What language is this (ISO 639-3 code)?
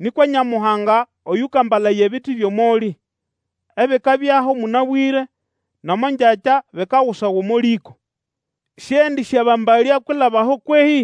nnb